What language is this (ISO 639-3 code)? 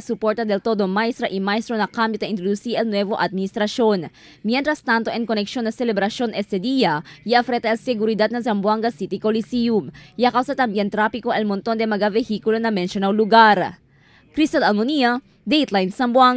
cbk